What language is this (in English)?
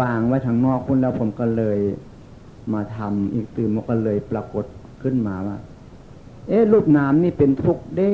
Northeastern Thai